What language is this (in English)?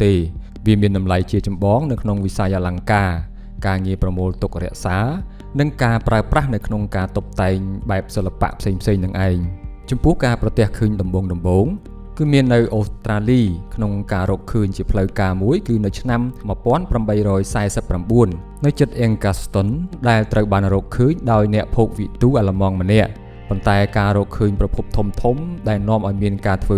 Khmer